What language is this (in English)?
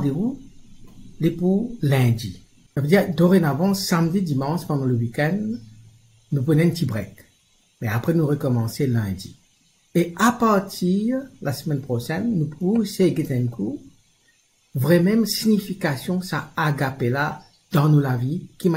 Morisyen